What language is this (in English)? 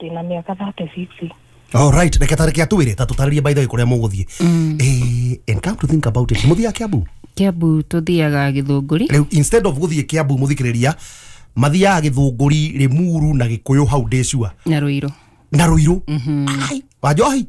Kikuyu